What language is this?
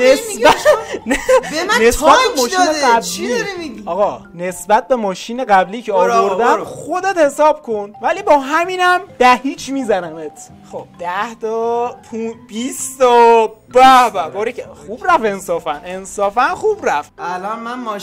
Persian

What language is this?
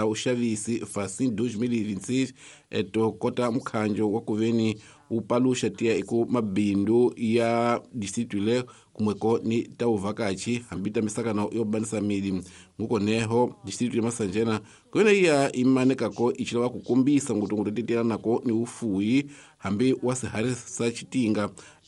Tsonga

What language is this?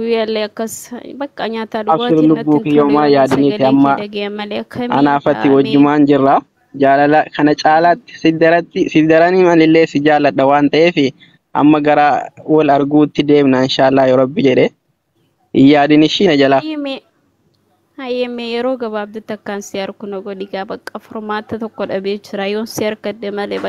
Oromo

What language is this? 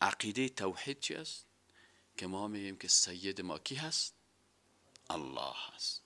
Persian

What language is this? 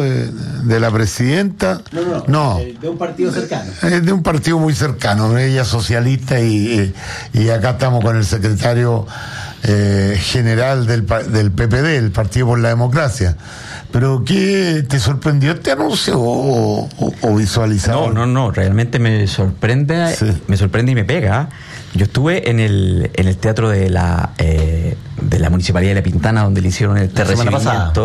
Spanish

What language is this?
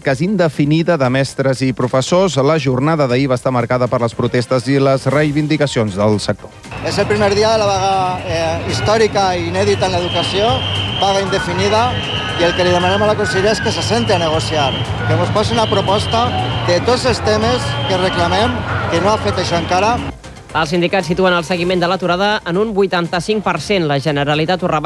Catalan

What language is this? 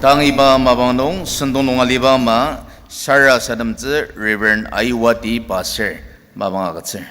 Ao Naga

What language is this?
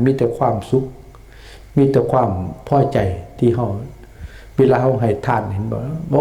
Lao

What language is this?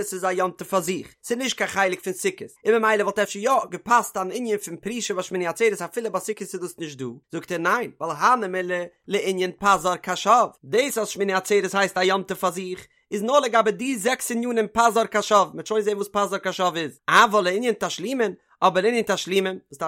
Yiddish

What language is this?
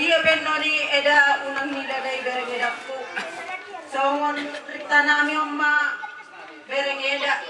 Batak Toba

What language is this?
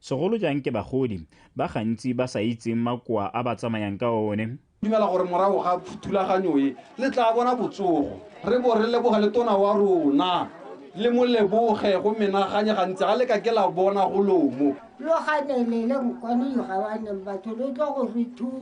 Tswana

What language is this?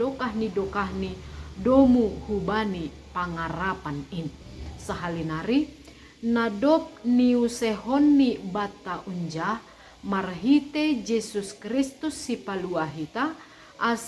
Batak Simalungun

